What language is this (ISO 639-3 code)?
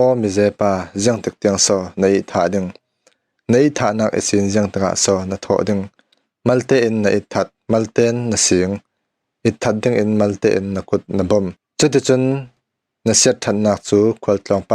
cfm